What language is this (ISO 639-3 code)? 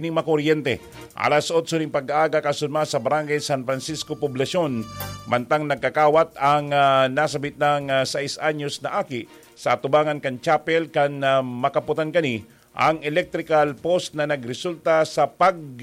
bik